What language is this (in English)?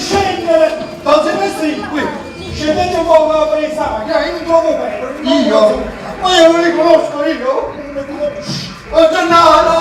Neapolitan